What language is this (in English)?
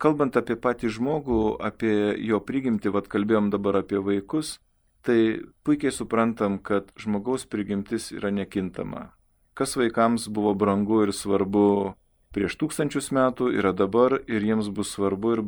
Lithuanian